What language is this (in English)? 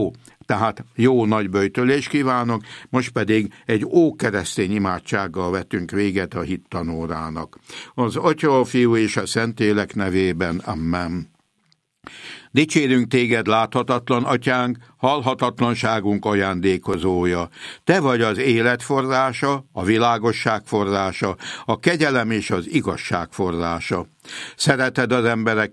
Hungarian